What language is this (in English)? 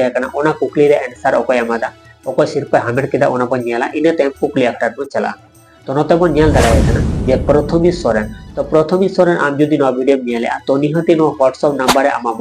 Santali